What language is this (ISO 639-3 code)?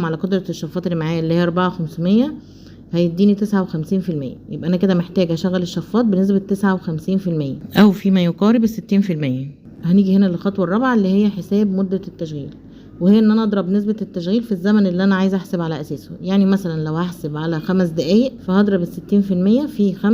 arz